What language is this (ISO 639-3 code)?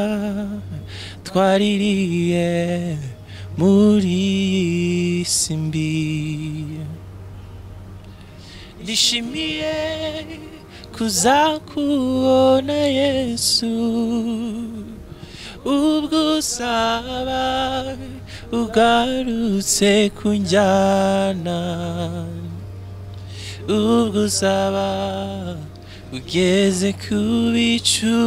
kin